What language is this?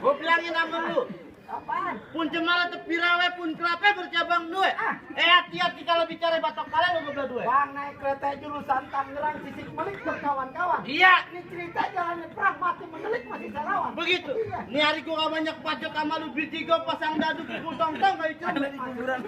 Betawi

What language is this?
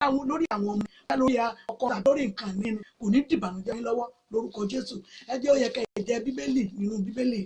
Yoruba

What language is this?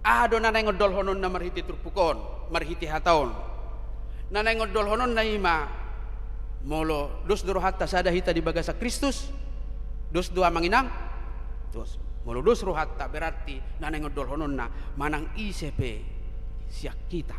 Batak Toba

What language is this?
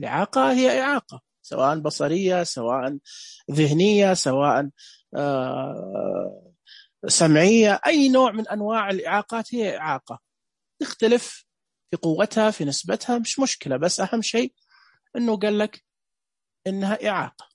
Najdi Arabic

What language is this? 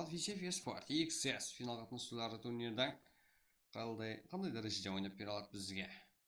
Kara-Kalpak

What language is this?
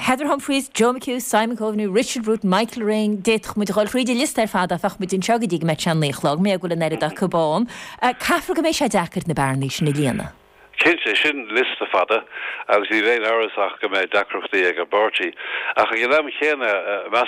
Irish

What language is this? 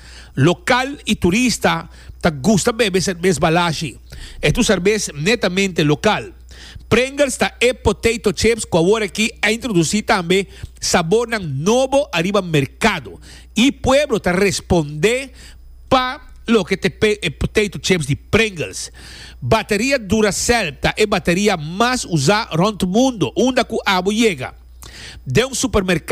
Papiamento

